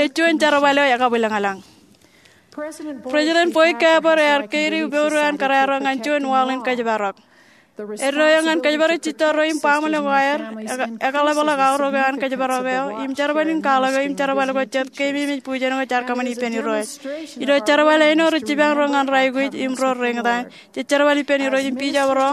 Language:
Marshallese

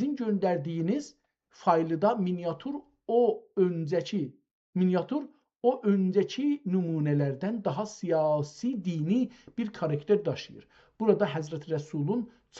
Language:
South Azerbaijani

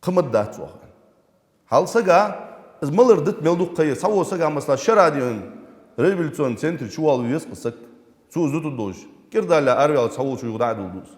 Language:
Ingush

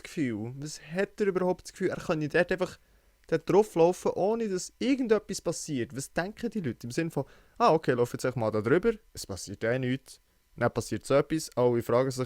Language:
Swiss German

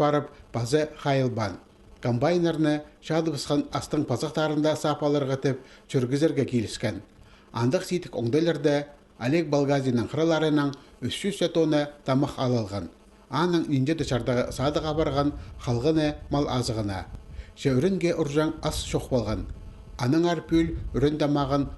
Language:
Khakas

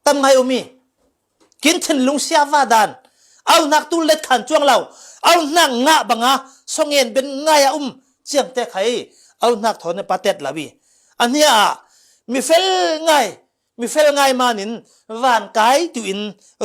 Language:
Falam Chin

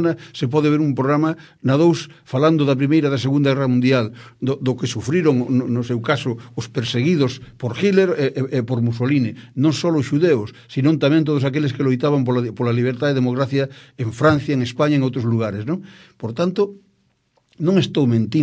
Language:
Galician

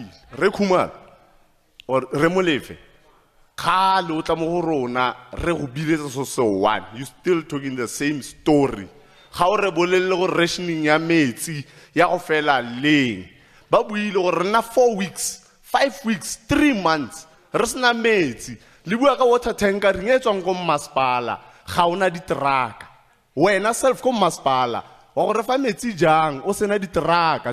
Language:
Tswana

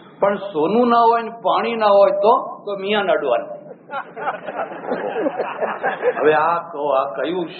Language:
Gujarati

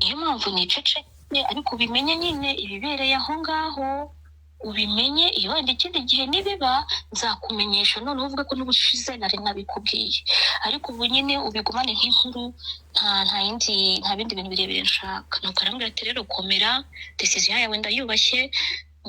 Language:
Kinyarwanda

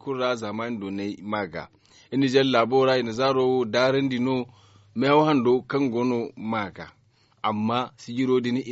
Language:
Zarma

